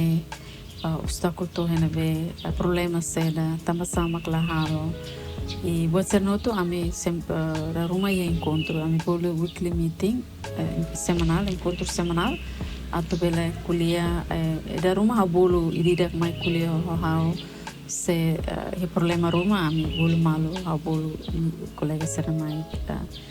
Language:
Tetum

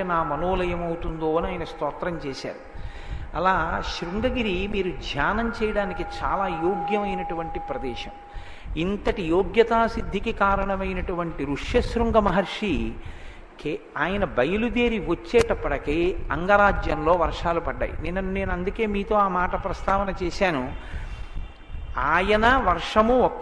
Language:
Telugu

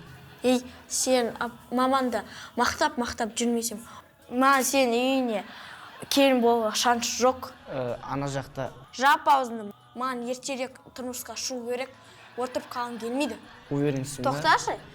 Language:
Kazakh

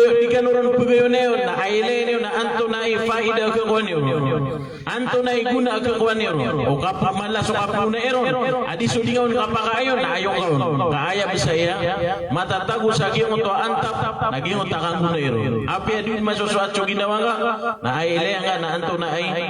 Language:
Maranao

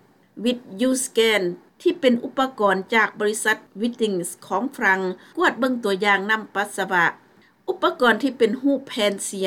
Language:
Lao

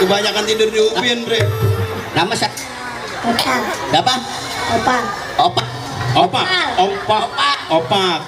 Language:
Betawi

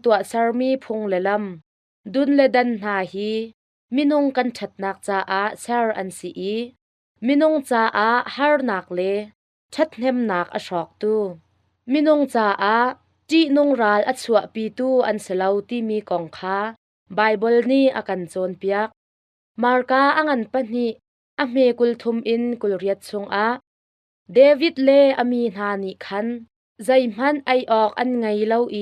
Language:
Hakha Chin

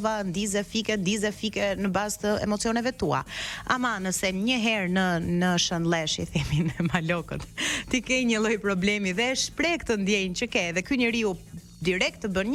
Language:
Albanian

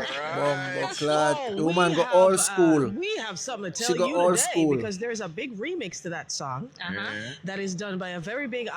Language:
Jamaican Creole English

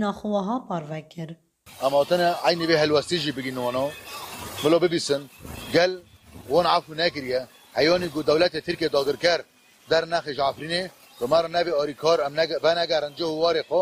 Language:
Kurdish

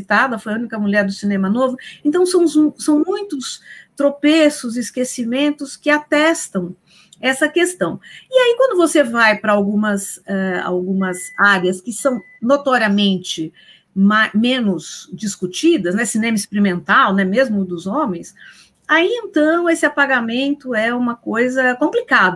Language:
Portuguese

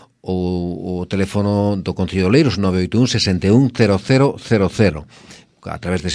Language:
Galician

